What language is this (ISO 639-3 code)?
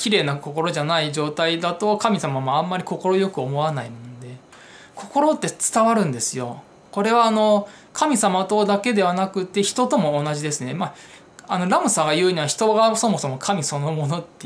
jpn